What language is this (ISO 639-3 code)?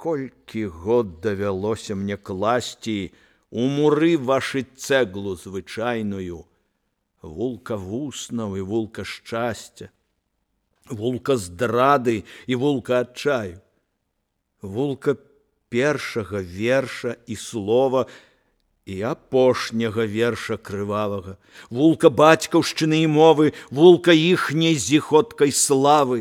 bel